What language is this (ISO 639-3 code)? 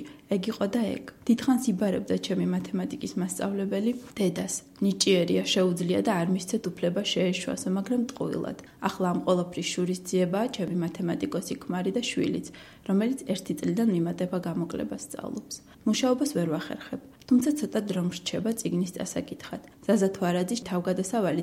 kat